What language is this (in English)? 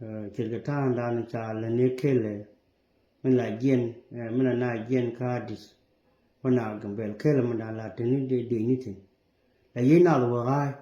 Nuer